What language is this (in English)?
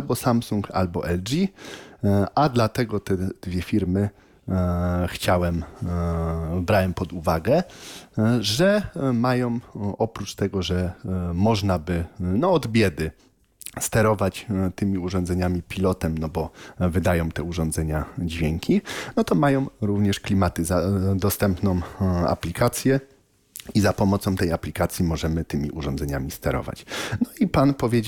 Polish